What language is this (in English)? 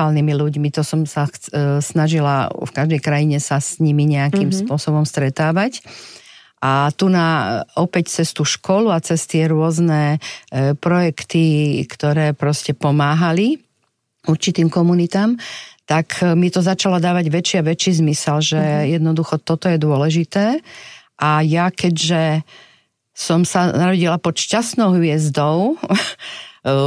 Slovak